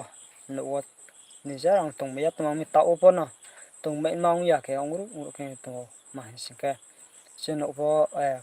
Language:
Riang (India)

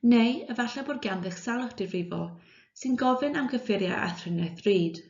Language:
Welsh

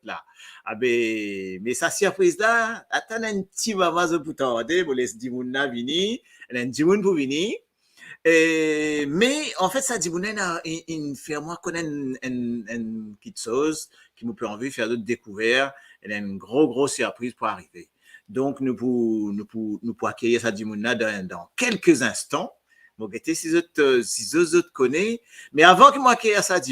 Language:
Morisyen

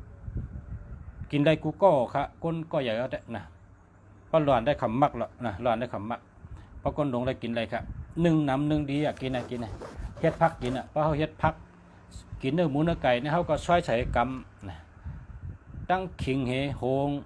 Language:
Shan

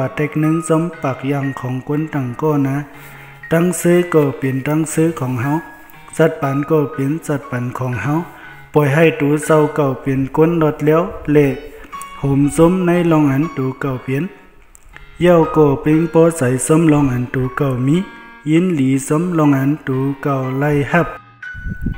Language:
Shan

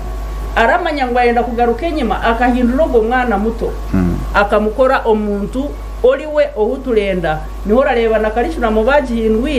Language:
Nyankole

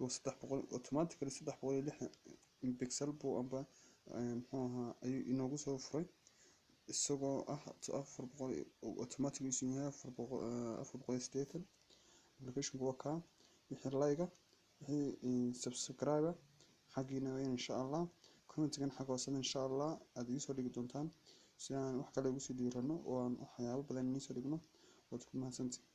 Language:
Somali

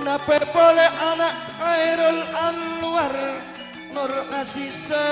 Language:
Madurese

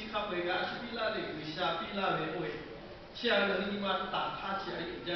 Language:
Lahu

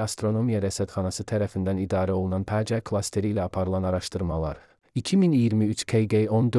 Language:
Azerbaijani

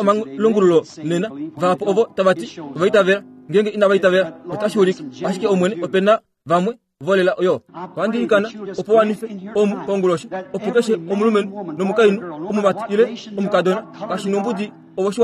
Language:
Kuanyama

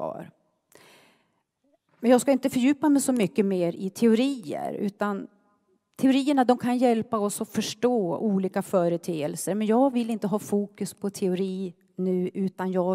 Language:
Swedish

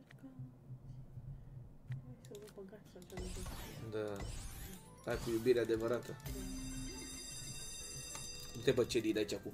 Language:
Romanian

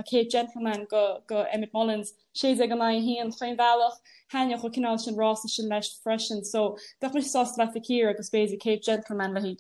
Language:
Irish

